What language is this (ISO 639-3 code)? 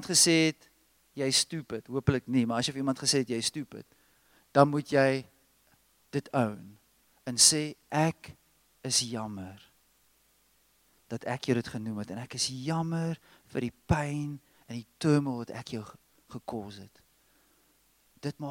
afr